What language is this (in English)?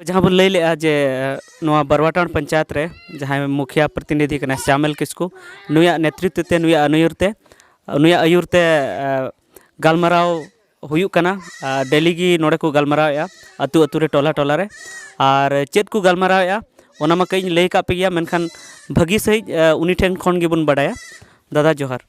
Santali